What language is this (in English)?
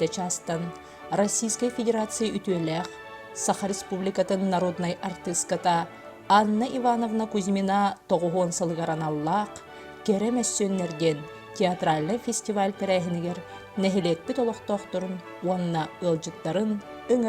Yakut